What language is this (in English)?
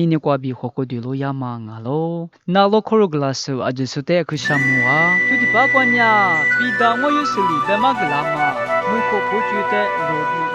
Lisu